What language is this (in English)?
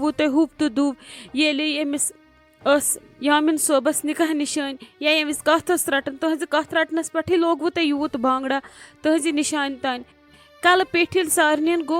Kashmiri